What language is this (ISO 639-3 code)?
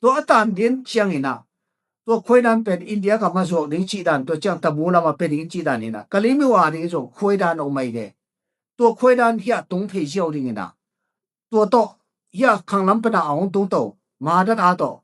ctd